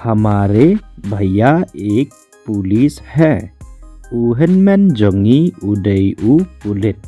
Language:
Khasi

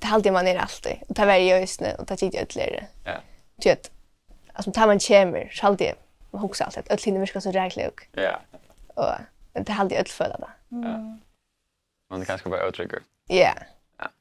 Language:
Faroese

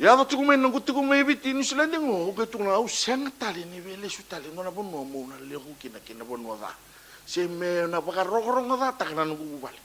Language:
Fijian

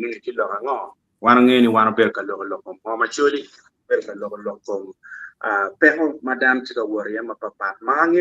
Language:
Acoli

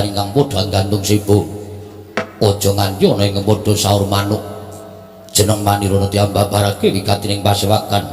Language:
Javanese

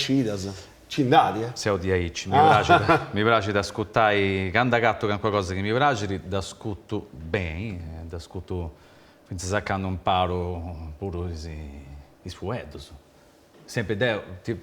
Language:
Sardinian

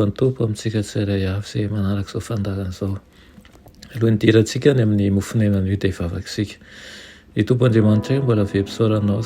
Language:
Malagasy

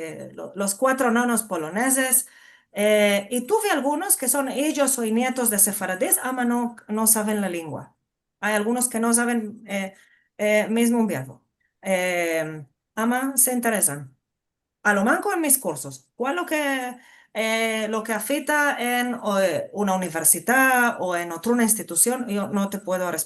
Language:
Ladino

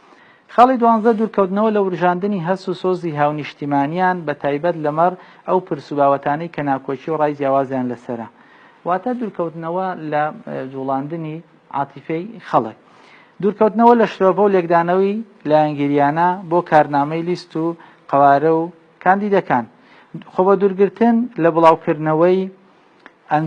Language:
Central Kurdish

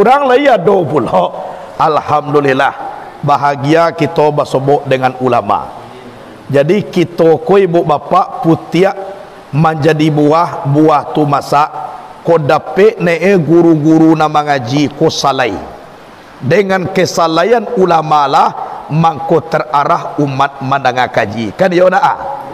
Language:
Minangkabau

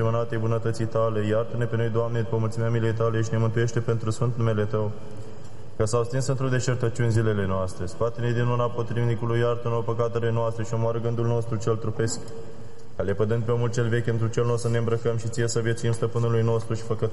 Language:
Romanian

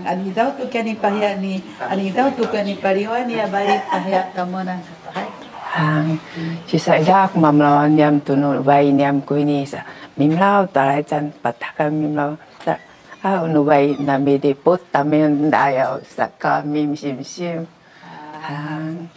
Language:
Sakizaya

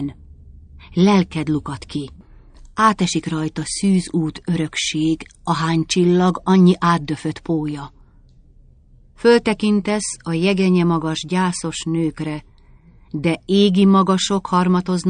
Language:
Hungarian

